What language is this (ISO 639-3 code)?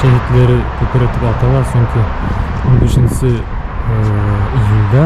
bak